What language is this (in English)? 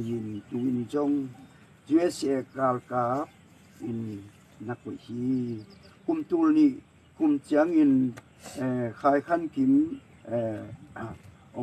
Tedim Chin